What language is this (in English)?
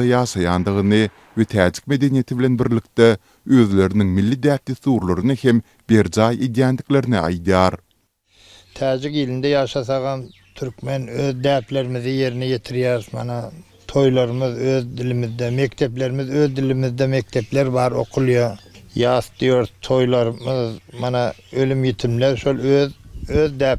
Turkmen